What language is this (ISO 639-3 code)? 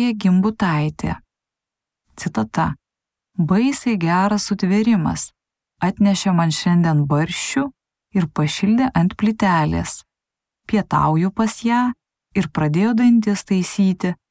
lit